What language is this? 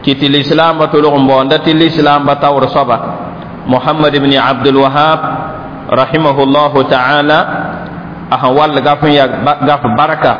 Mossi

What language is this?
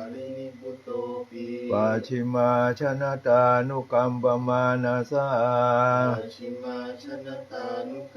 Pali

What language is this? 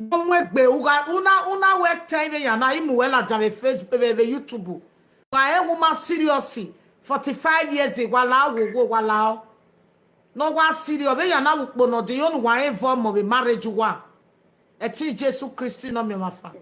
Nigerian Pidgin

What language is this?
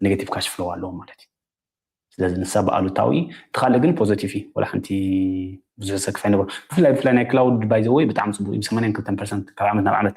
Tigrinya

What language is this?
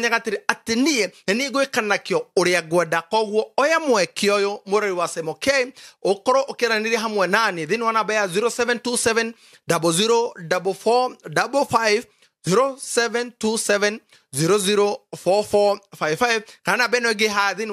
Kikuyu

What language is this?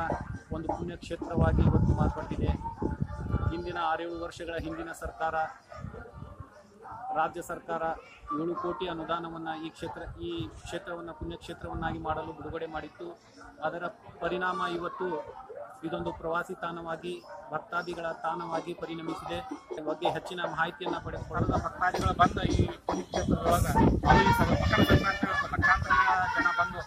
Kannada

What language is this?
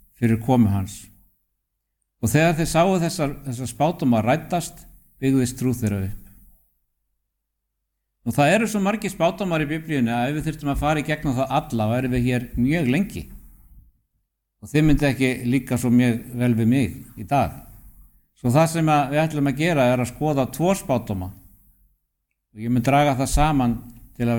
Icelandic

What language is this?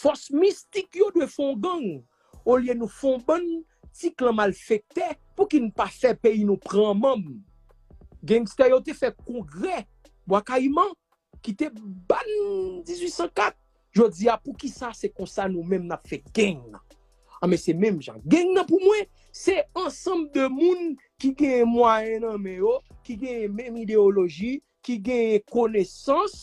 Haitian Creole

